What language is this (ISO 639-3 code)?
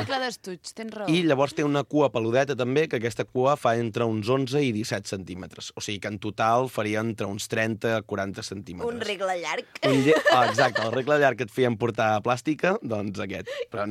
cat